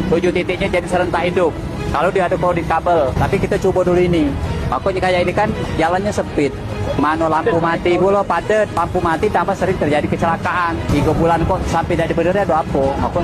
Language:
Musi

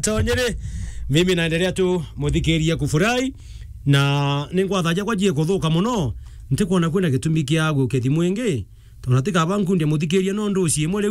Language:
Meru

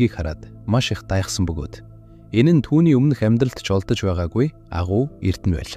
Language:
Mongolian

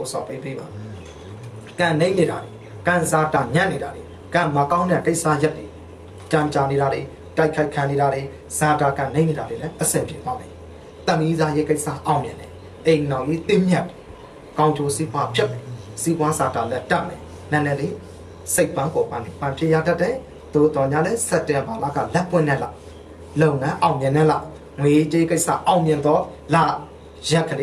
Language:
Burmese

